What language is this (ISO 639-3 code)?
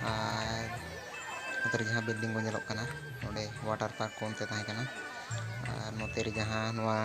sat